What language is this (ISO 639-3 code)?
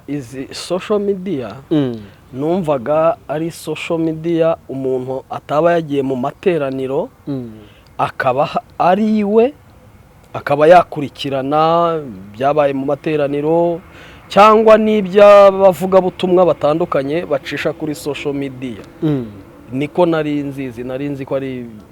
kin